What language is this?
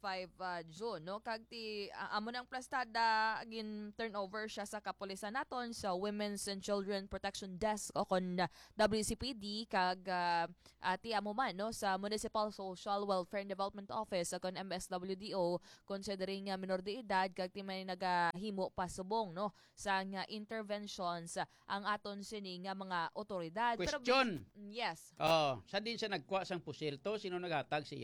Hiligaynon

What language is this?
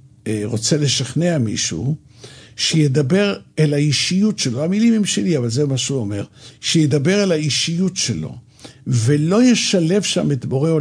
Hebrew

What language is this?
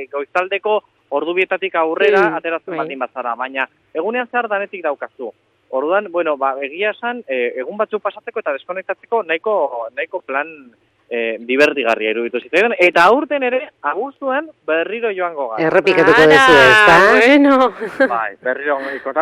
Basque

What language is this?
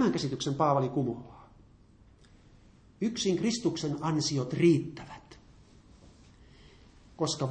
Finnish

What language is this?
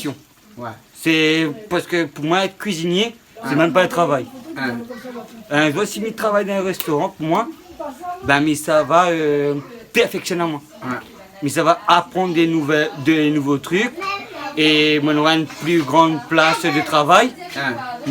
Réunion Creole French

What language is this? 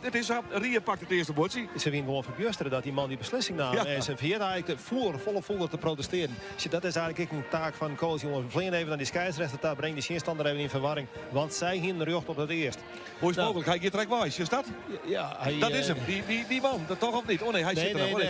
Western Frisian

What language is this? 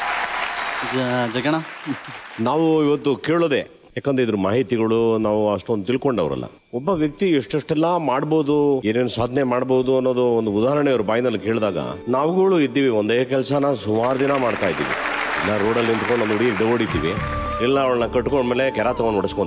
Kannada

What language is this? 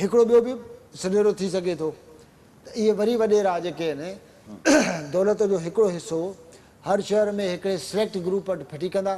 Sindhi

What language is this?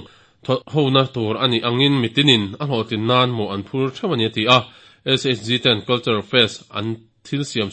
Mizo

